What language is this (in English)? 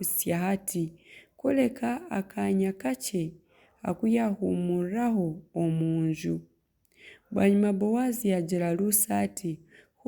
Nyankole